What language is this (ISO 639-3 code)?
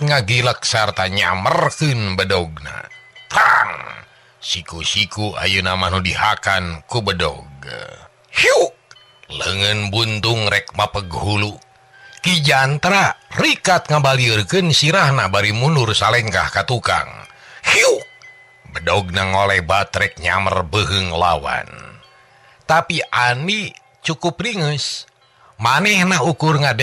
sun